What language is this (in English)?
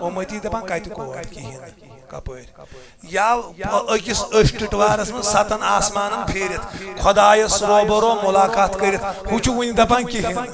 Kashmiri